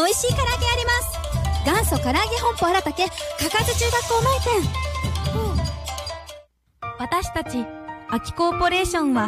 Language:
Japanese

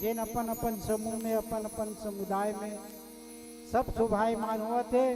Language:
Chhattisgarhi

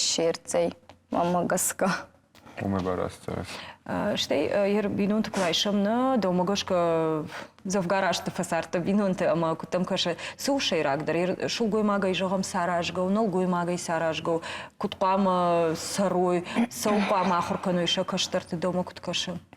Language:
Ossetic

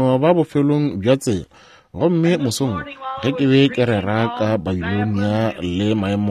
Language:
Northern Sotho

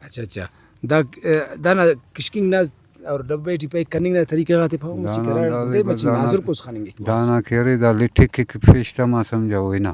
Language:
Brahui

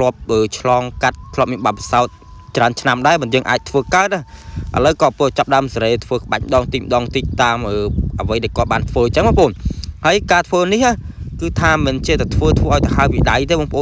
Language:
Khmer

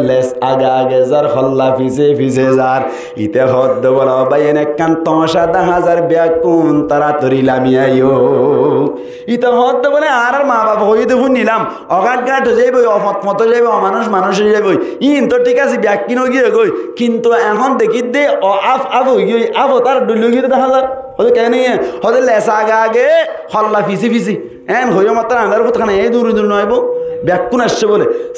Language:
Rohingya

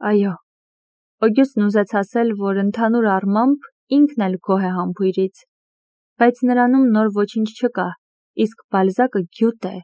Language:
Armenian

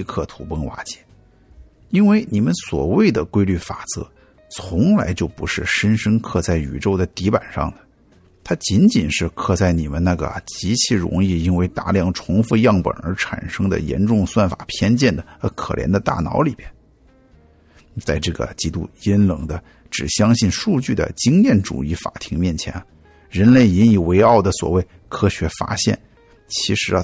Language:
Chinese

